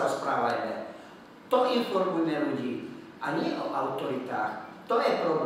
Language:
Slovak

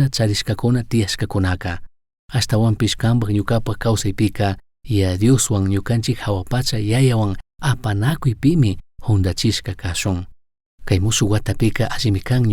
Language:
Chimborazo Highland Quichua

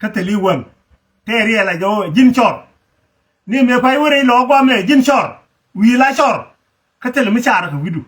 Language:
Nuer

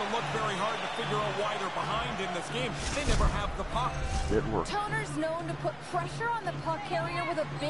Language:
English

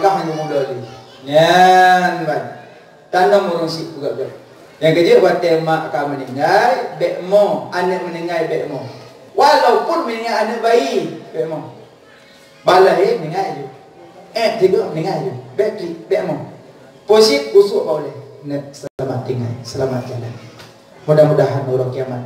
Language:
Achinese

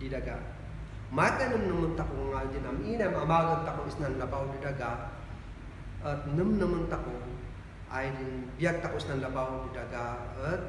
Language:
Kankanaey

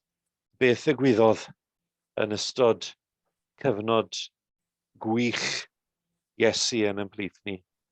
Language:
Welsh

